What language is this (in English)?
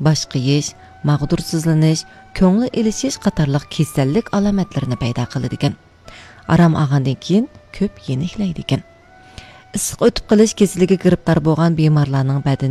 Uyghur